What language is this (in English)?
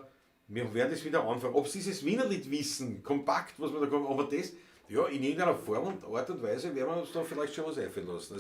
Bavarian